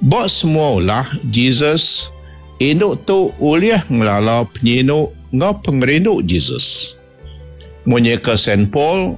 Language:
Iban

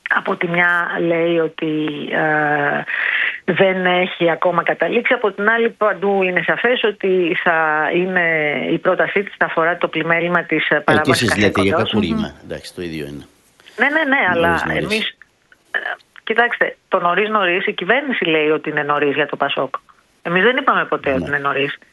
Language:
Greek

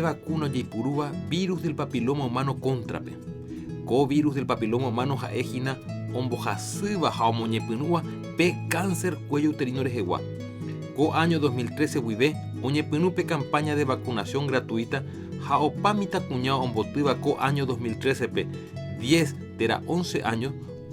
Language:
Guarani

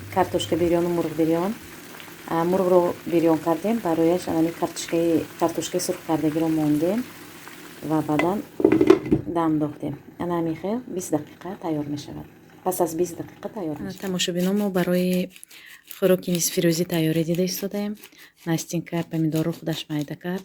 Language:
Tajik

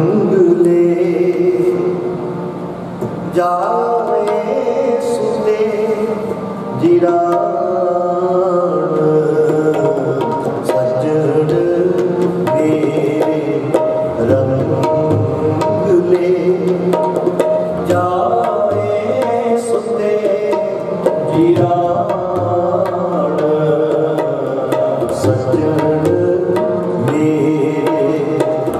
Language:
Punjabi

